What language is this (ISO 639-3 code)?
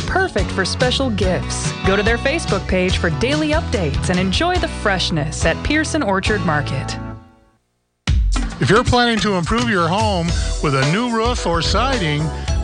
eng